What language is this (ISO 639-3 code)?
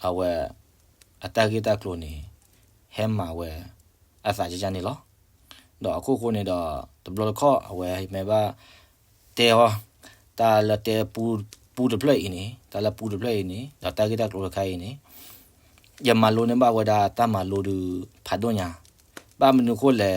ksw